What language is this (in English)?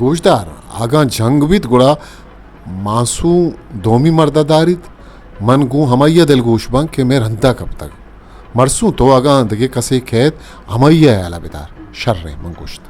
Eastern Balochi